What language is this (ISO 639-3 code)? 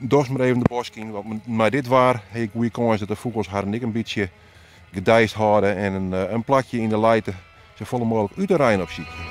fry